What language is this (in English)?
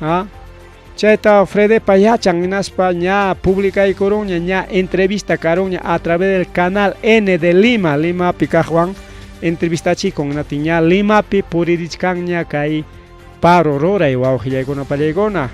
Ayacucho Quechua